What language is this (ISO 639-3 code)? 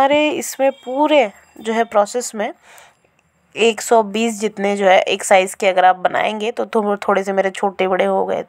hin